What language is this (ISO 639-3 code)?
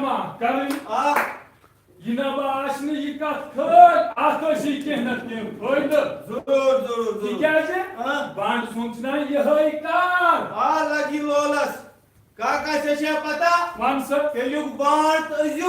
kas